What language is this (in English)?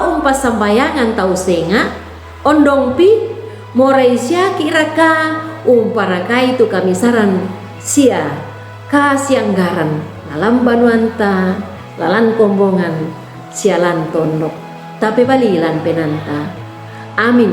Toraja-Sa'dan